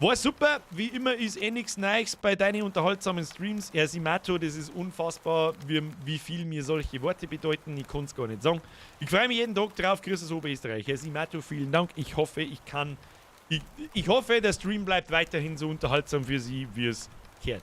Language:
Bavarian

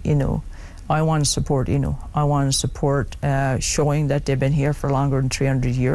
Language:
English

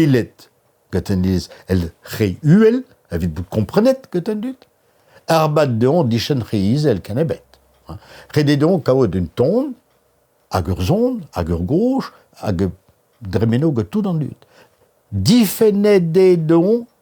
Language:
Breton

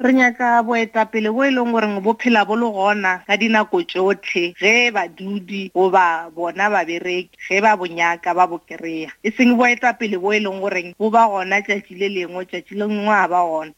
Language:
Northern Sotho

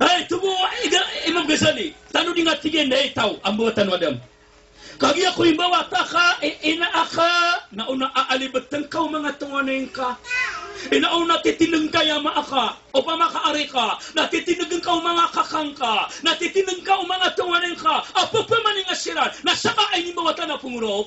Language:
Maranao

